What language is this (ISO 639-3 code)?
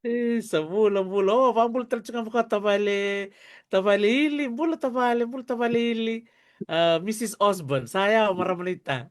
fij